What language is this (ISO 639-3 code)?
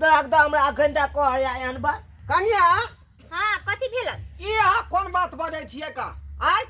mai